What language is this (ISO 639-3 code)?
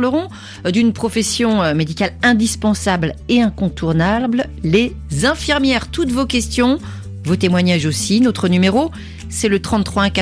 fra